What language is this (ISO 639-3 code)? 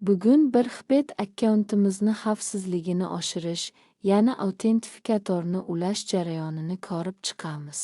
uzb